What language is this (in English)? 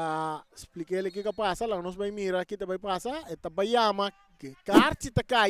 Papiamento